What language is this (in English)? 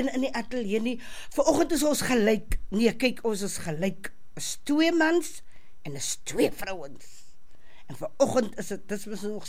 Afrikaans